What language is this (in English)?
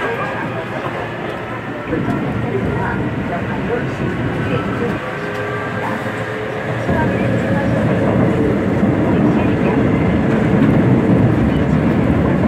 Korean